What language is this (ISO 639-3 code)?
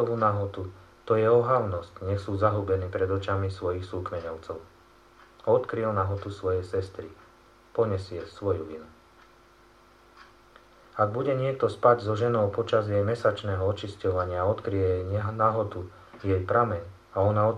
slk